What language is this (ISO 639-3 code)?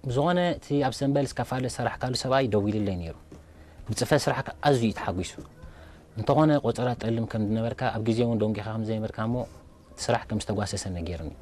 tir